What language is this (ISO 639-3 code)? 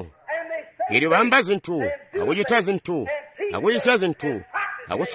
toi